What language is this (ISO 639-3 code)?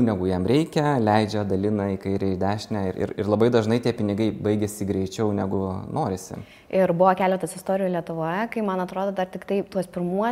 lit